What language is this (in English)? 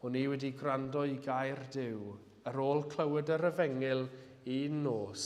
Welsh